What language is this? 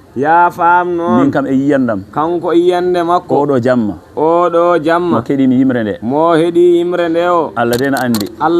Fula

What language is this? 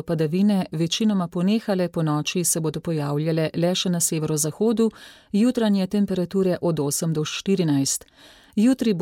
Slovenian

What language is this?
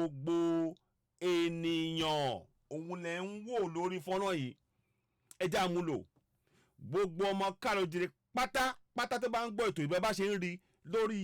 Yoruba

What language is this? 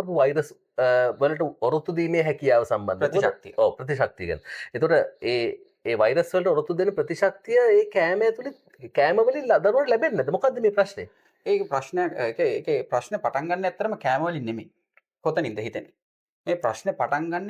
Sinhala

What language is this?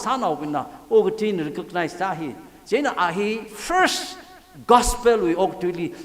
Tangkhul Naga (India)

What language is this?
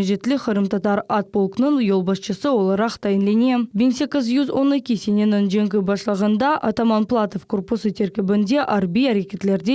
Crimean Tatar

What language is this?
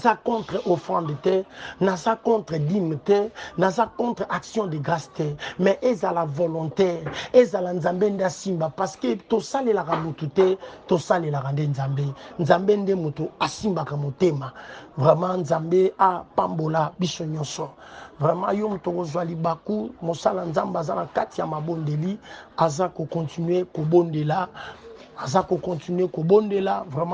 Lingala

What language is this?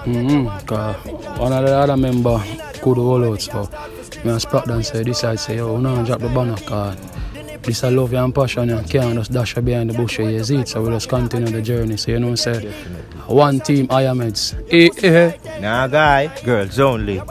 Jamaican Creole English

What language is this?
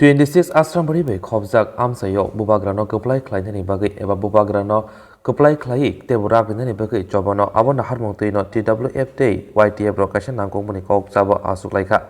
Kok Borok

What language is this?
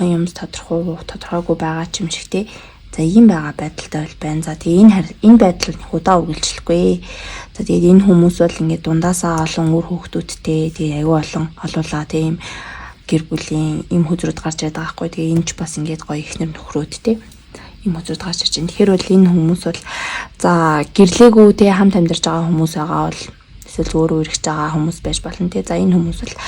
Mongolian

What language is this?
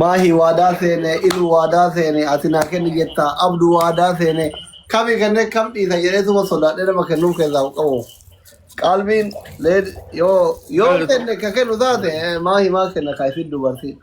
Oromo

